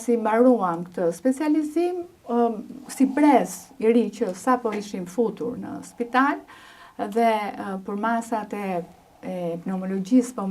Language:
Albanian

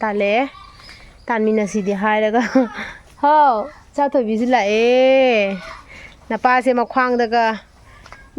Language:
Manipuri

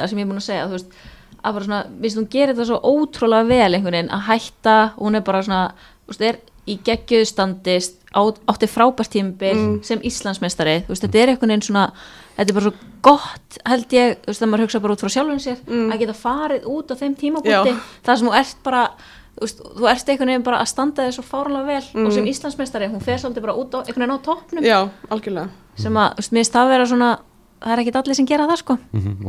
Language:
Icelandic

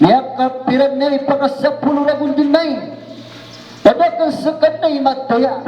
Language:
Maranao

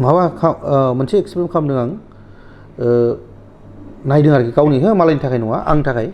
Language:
Bodo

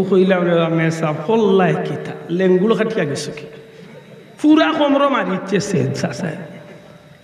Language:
Sylheti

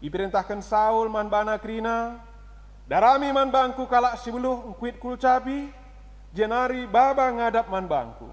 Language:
Batak Karo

